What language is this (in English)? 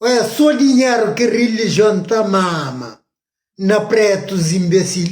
Kabuverdianu